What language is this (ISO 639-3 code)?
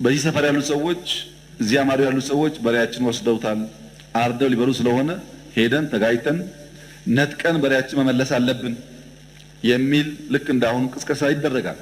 amh